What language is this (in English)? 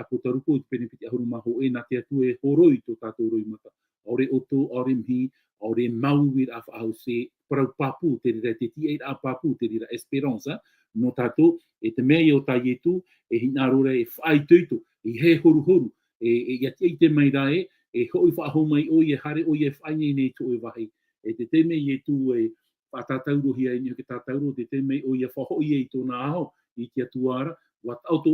Tahitian